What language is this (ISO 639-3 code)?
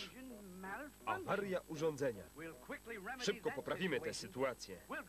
pol